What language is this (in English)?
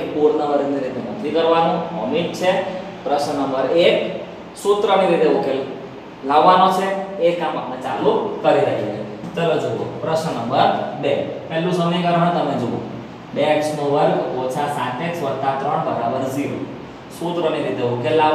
Gujarati